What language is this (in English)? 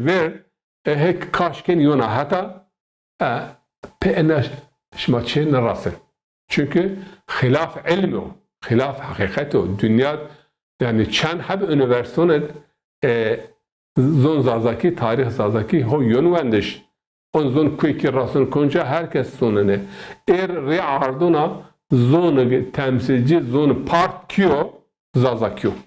Zaza